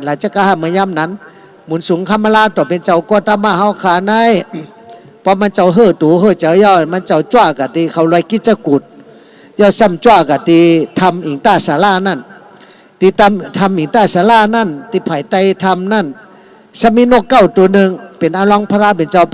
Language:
Shan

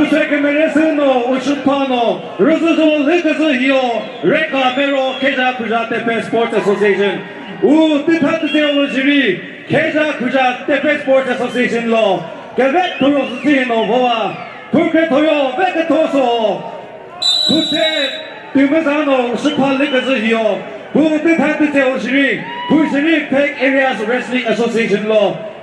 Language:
Chokri Naga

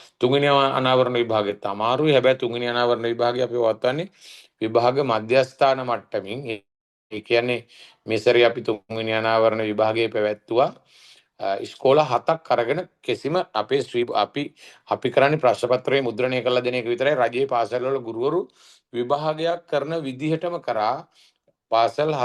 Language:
Sinhala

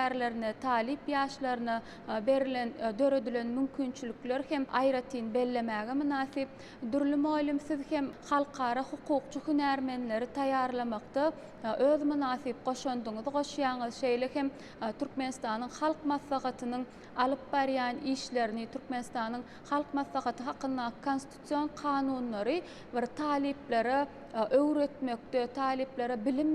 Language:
Turkmen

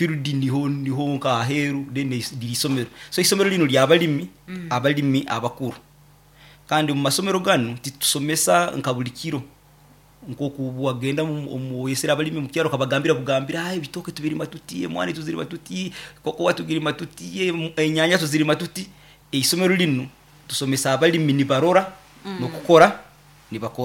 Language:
Nyoro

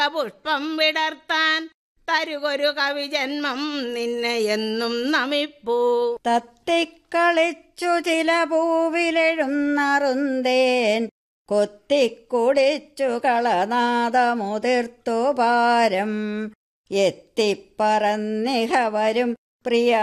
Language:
Malayalam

